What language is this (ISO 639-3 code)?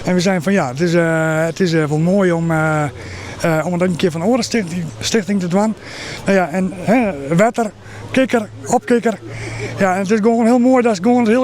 fry